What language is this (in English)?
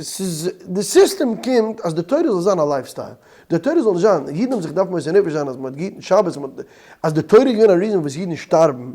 Yiddish